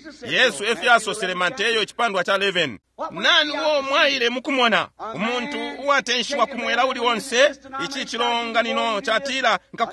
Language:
Bemba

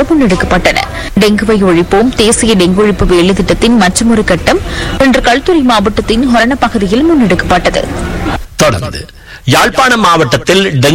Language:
Tamil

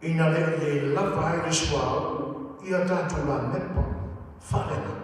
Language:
Samoan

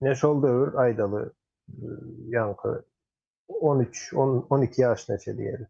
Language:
Turkmen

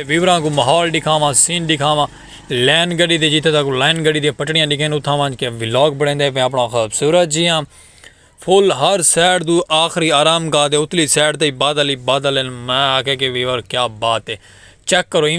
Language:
Saraiki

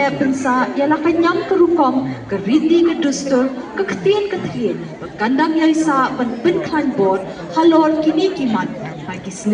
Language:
Khasi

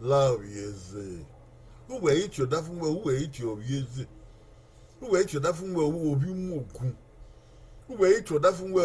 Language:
Bini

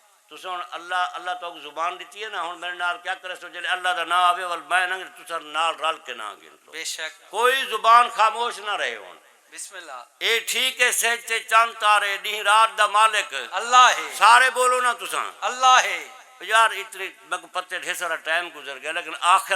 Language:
Saraiki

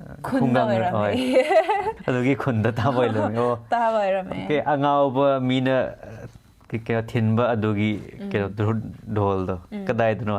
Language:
Manipuri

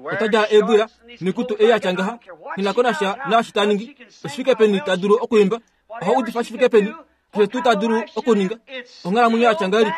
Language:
Kuanyama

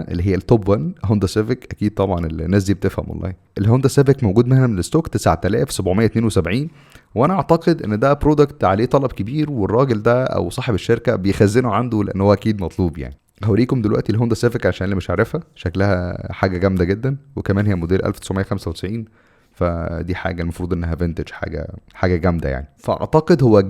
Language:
Egyptian Arabic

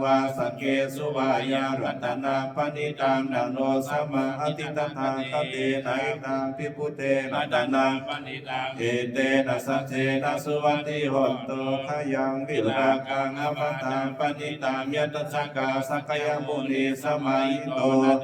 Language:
Pali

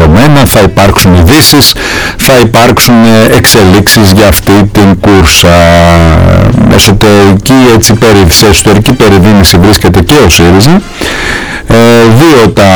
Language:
Greek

